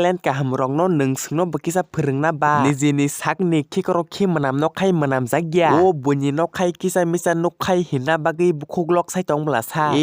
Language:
Kok Borok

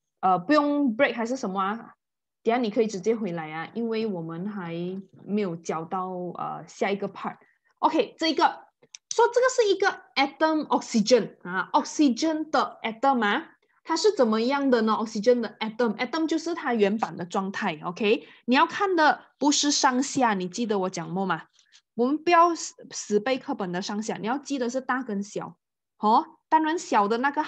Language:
Chinese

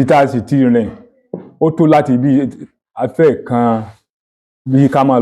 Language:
Yoruba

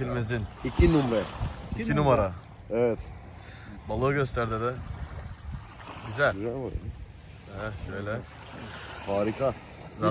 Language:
Turkish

